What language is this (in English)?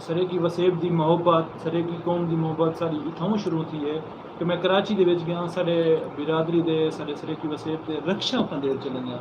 Saraiki